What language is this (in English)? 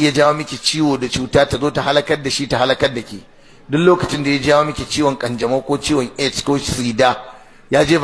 Hausa